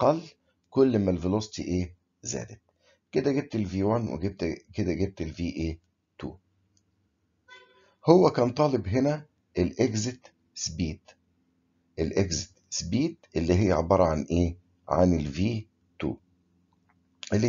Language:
Egyptian Arabic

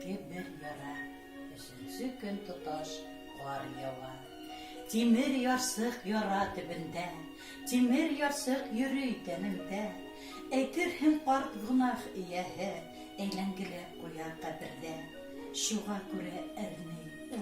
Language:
Bashkir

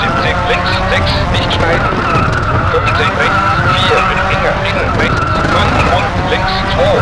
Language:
Bavarian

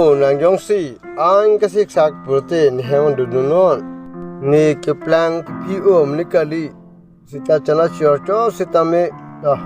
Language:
Karbi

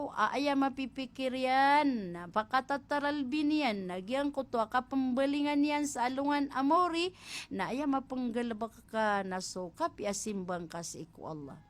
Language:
Maranao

